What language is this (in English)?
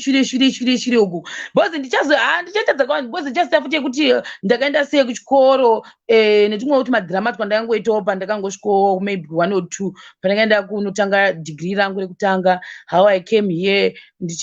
Shona